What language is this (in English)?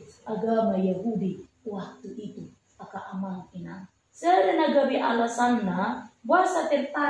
Batak Toba